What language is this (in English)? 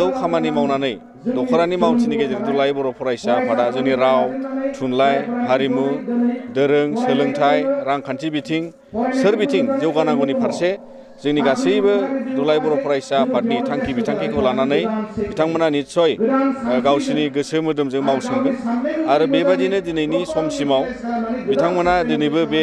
Bodo